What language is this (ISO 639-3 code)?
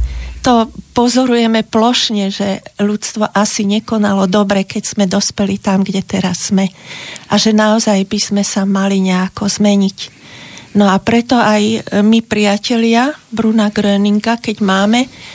slk